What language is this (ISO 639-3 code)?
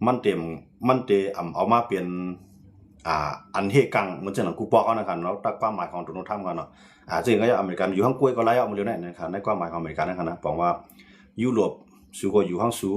shn